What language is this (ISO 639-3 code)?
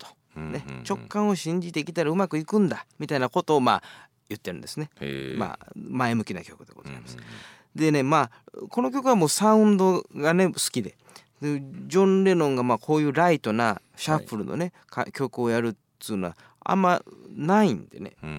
jpn